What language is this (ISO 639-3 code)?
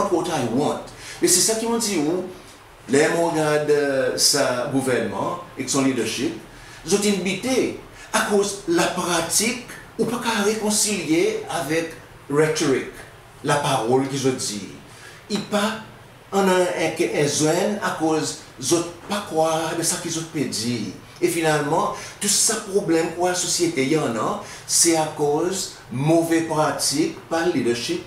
crs